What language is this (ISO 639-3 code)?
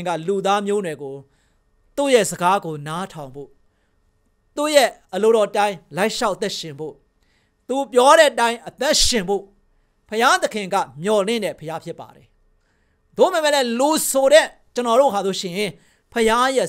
mya